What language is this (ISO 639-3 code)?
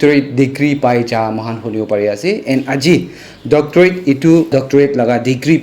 nag